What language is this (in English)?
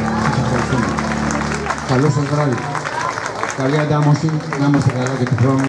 Greek